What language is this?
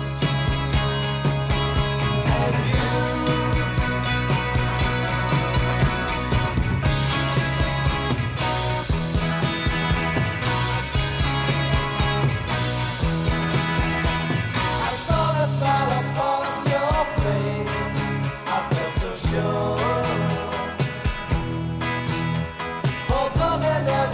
English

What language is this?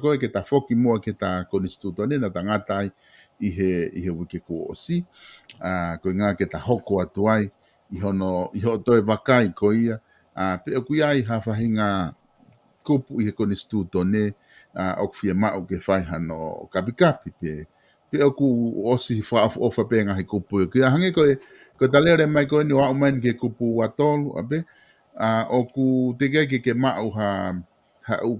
Tongan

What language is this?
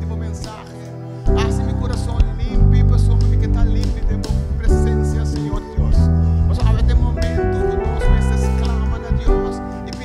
Papiamento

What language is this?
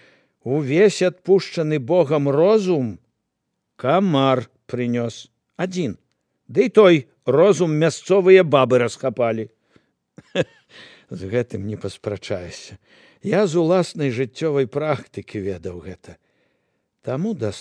Belarusian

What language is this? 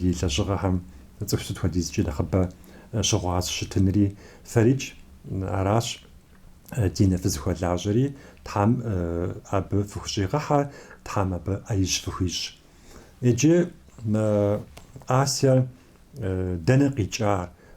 Kabardian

